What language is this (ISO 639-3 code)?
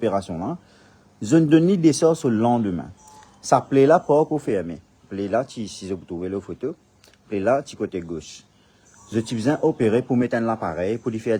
mfe